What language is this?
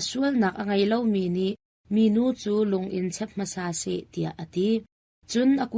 Hakha Chin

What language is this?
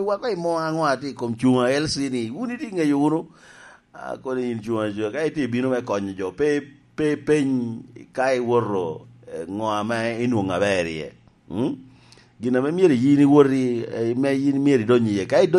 Lango (Uganda)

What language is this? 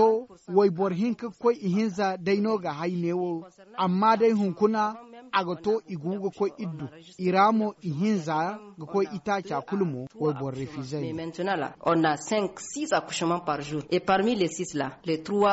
Zarma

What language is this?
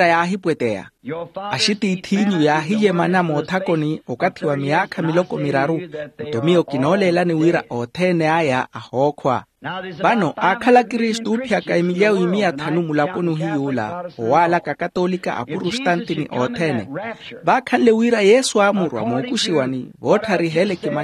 Makhuwa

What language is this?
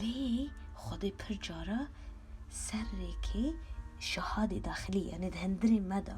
Kurdish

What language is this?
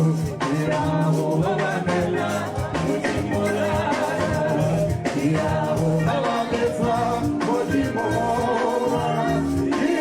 Tswana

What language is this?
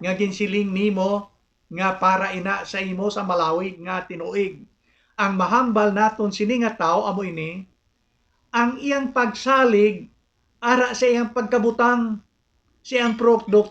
Hiligaynon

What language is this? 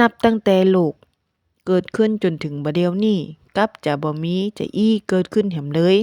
Northern Thai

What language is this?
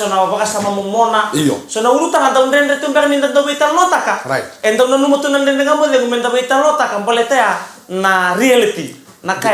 Fijian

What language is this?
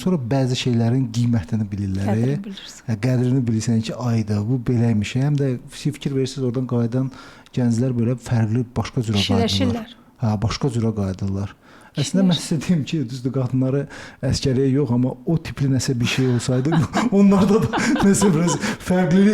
Azerbaijani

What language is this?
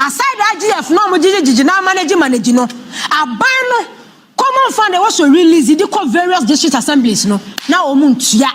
Akan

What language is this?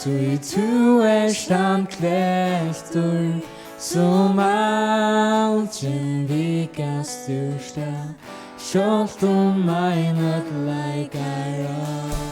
Faroese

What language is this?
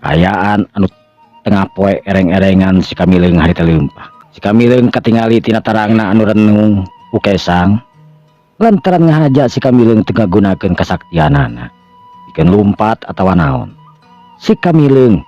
Sundanese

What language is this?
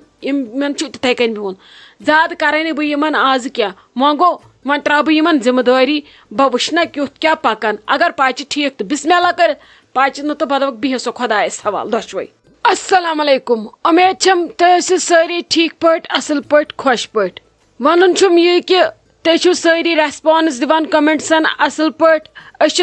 Kashmiri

